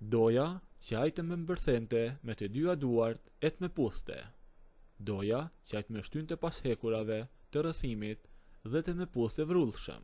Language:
Albanian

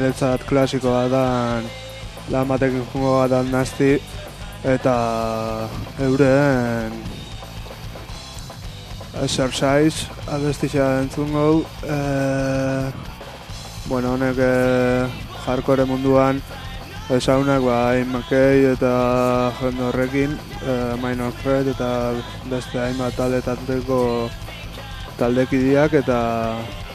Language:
Basque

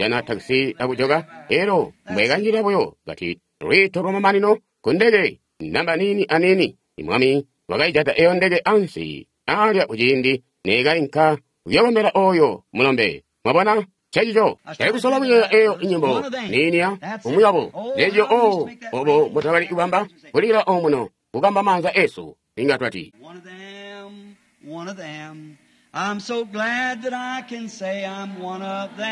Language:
Tonga (Zambia)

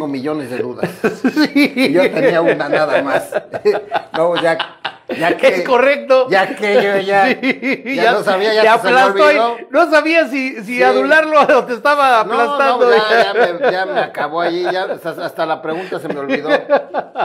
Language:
Spanish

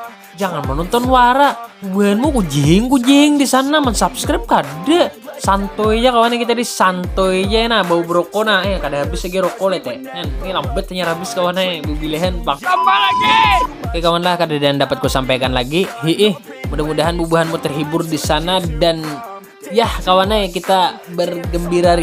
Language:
Banjar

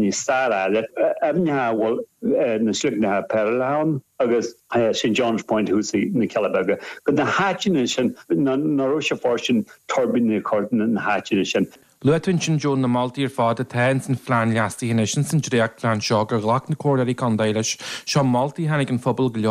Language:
Irish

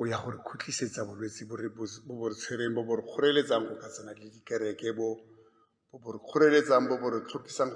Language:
Tswana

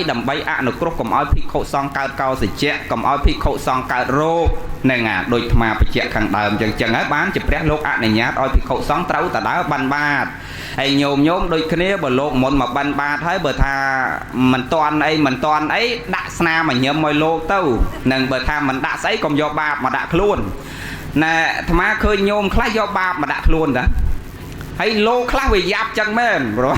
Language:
Khmer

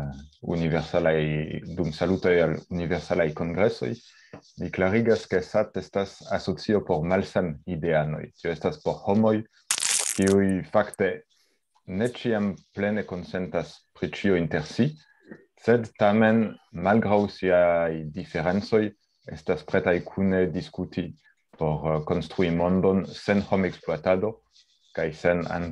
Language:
Esperanto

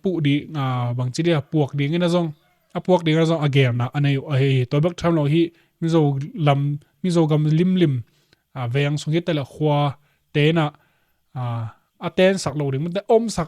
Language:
Tedim Chin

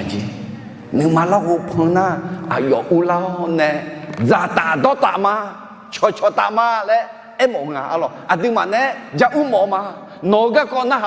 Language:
Akha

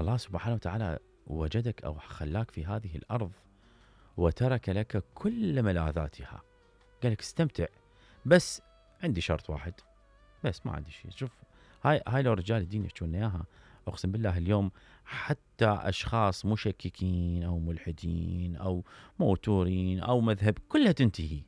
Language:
Mesopotamian Arabic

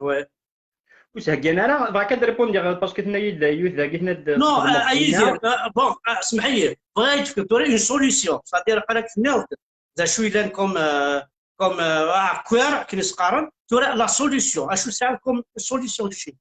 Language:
Kabyle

